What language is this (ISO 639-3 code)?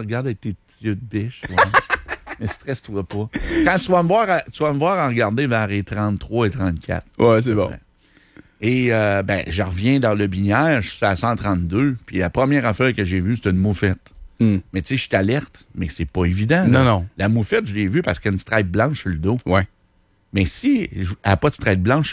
fra